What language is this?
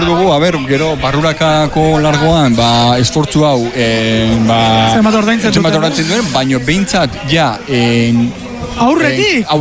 Basque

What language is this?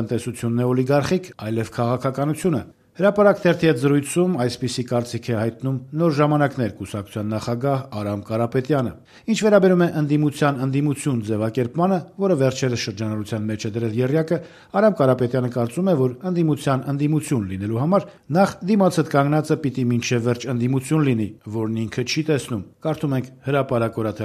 Armenian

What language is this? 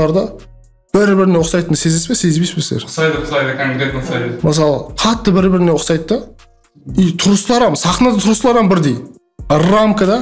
Kara-Kalpak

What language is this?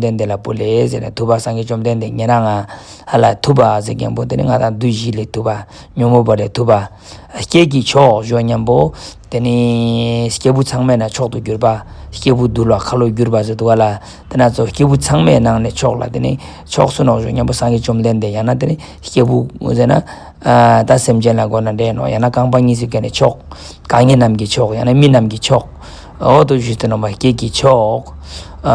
Ladakhi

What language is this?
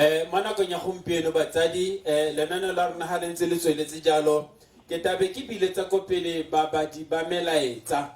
Tswana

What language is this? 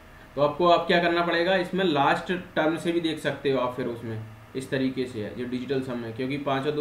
Hindi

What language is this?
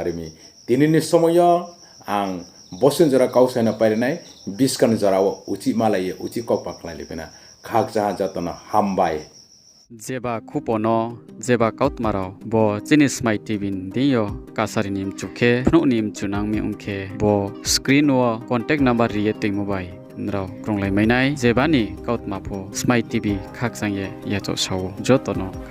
Riang (India)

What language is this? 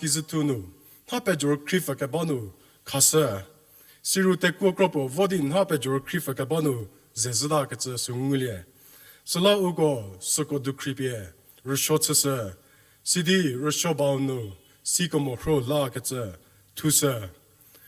Angami Naga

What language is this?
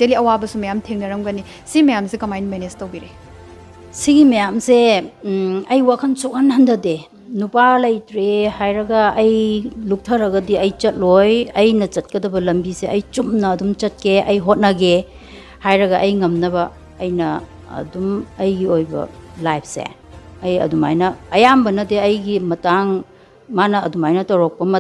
Manipuri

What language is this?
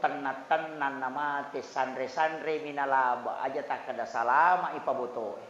Buginese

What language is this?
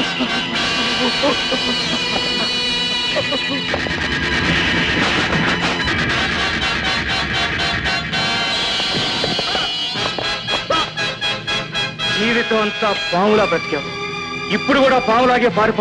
Telugu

